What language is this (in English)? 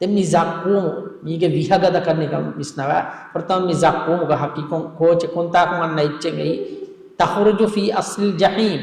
Divehi